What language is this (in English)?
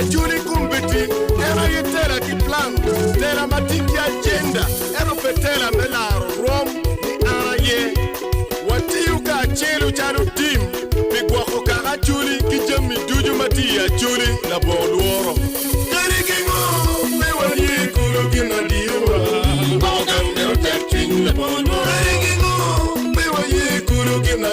Acoli